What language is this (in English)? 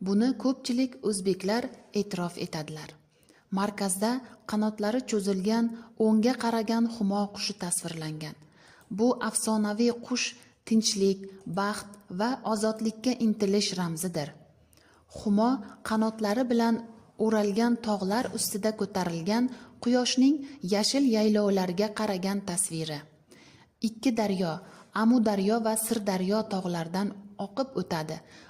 Uzbek